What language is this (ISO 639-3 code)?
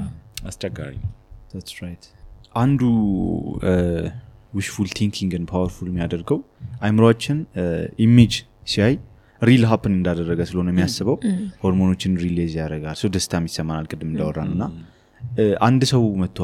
amh